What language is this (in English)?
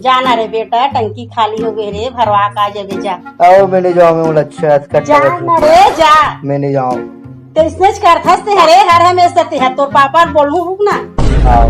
Chhattisgarhi